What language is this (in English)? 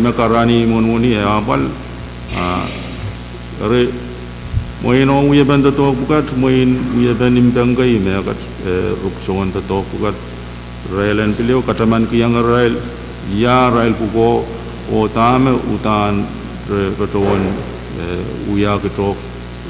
Pohnpeian